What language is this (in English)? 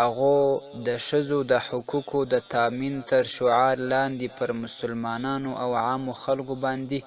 Pashto